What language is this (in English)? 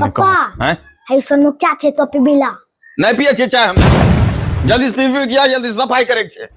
Angika